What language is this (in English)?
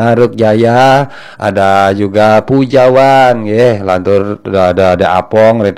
Balinese